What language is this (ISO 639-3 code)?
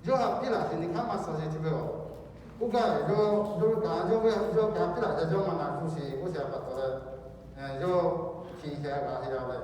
lhu